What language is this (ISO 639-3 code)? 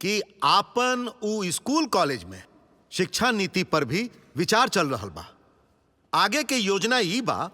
bho